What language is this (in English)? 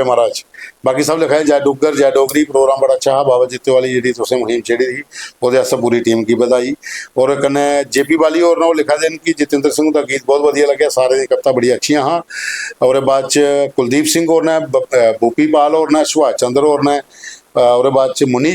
Dogri